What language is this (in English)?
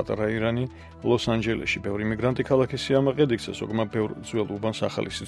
Georgian